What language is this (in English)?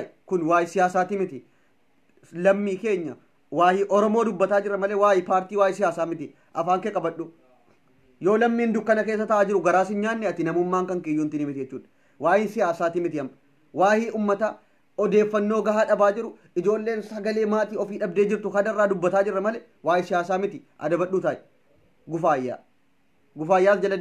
Oromo